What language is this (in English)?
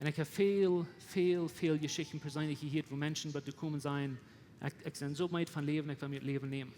Plautdietsch